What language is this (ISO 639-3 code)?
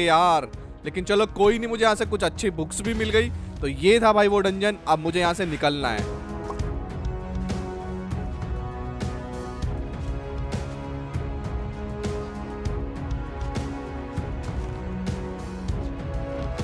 hin